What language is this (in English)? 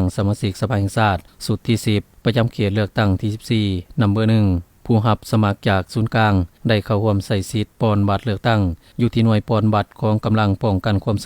Lao